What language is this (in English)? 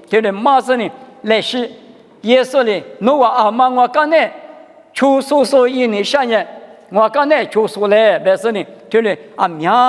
Lisu